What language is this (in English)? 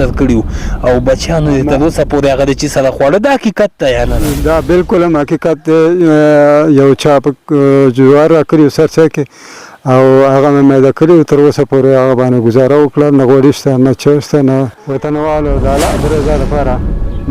Pashto